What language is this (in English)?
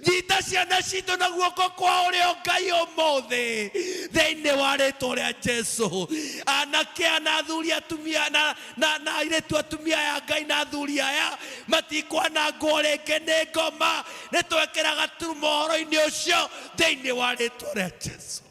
Kikuyu